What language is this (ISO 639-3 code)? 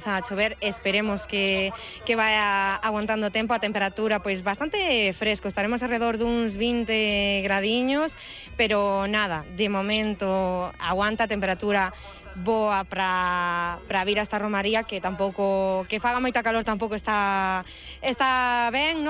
glg